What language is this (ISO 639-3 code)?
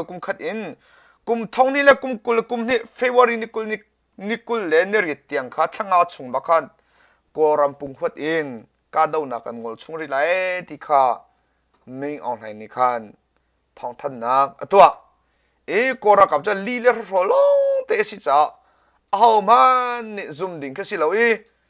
cnh